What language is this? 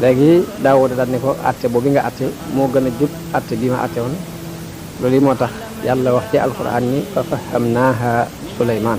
Wolof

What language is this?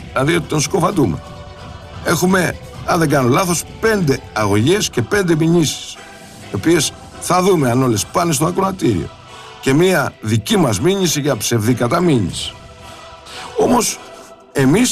Greek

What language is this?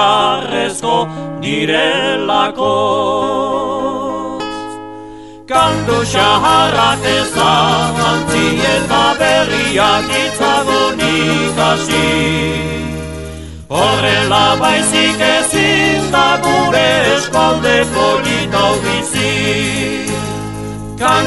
Basque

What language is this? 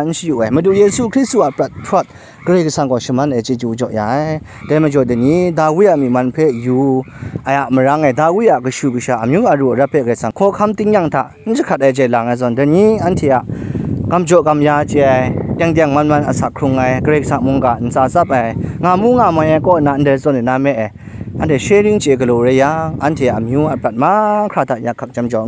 Kachin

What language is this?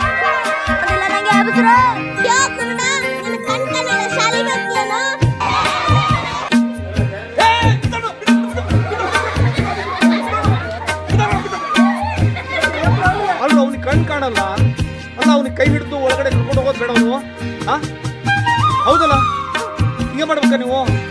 Kannada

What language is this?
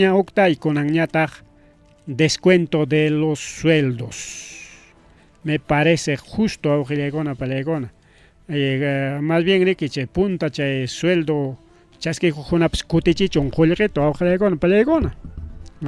Ayacucho Quechua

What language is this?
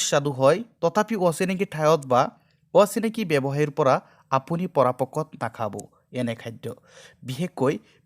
Assamese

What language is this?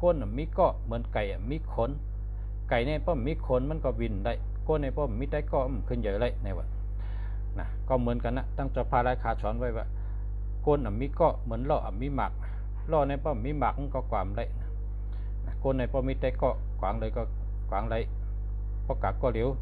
Shan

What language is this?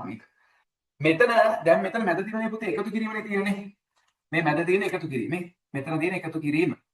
Sinhala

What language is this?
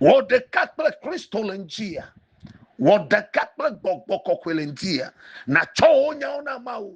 Ewe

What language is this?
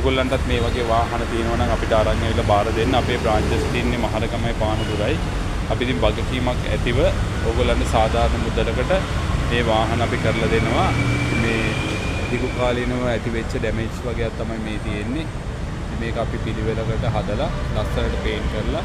Sinhala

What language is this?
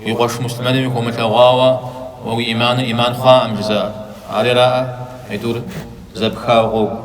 Kabardian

